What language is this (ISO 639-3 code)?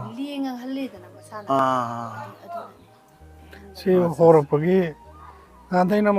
mni